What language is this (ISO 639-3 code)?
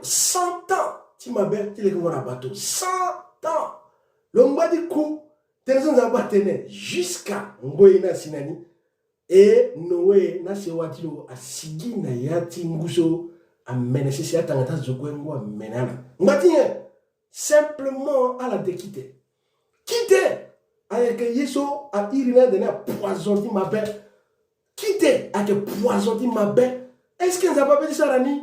sag